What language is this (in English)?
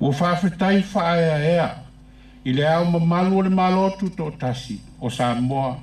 Samoan